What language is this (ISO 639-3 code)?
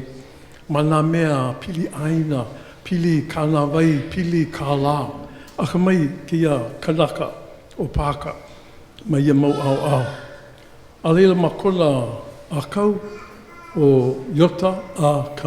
haw